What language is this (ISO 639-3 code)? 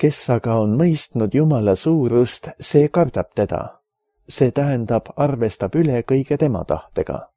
est